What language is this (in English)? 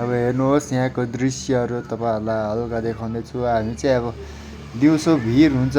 Nepali